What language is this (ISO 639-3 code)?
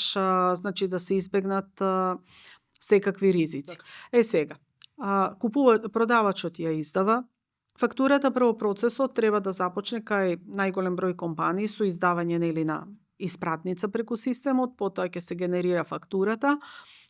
mkd